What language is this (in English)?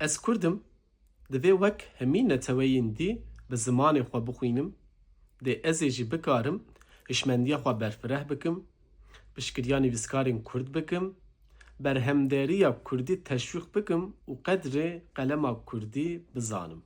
Kurdish